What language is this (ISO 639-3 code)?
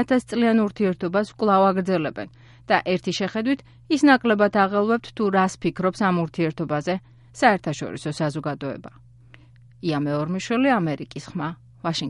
kat